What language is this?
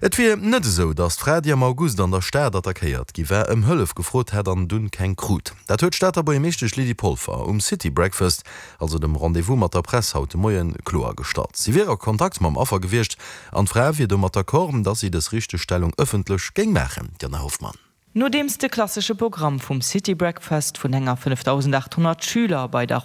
Luxembourgish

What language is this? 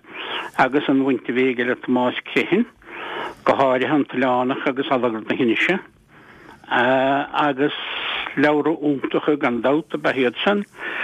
Irish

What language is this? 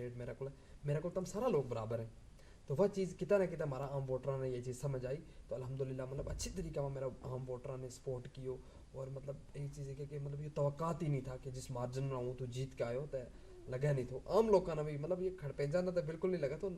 Gujari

